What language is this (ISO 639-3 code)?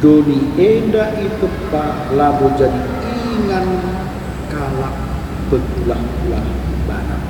btx